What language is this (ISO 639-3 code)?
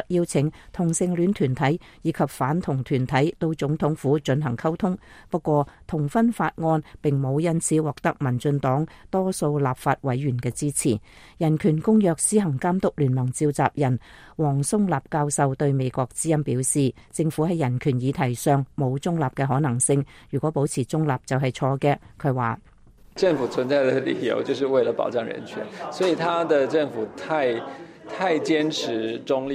yue